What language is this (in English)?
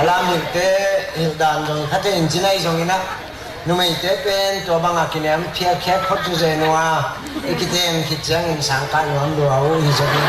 Tedim Chin